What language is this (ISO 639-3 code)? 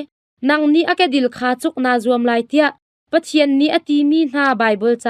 cnh